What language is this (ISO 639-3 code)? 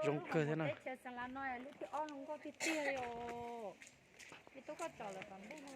hmn